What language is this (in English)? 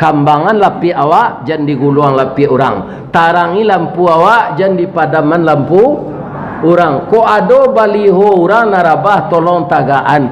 Minangkabau